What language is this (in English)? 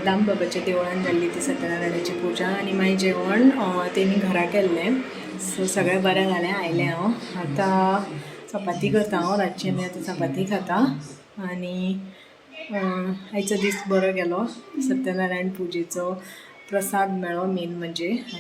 Konkani